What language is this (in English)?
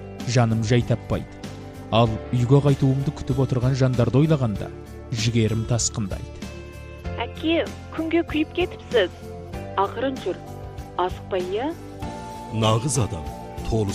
Kazakh